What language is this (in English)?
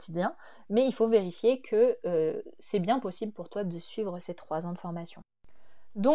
French